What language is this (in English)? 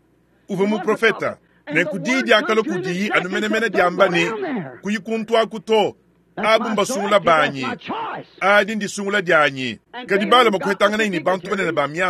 Luba-Lulua